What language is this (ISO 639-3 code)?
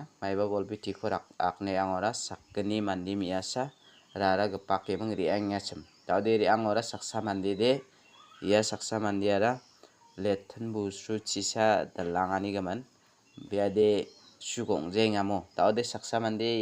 grt